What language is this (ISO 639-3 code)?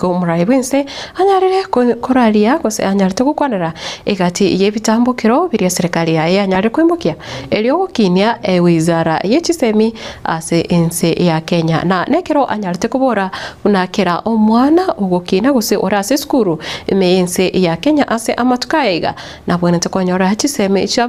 guz